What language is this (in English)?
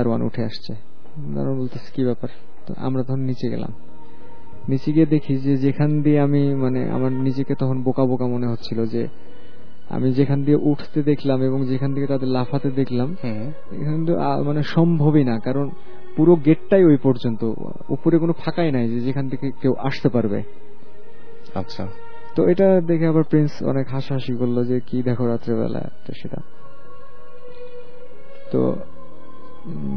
Bangla